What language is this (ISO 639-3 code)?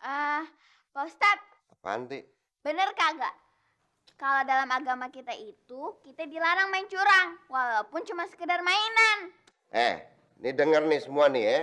bew